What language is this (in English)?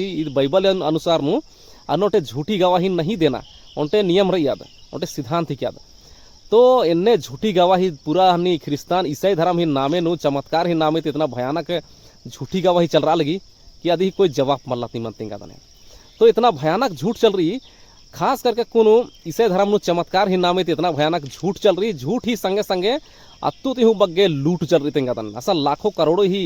Kurukh